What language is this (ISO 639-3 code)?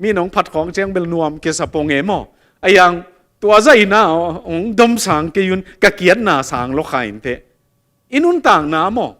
ctd